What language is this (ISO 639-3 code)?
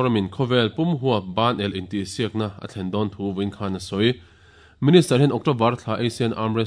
lus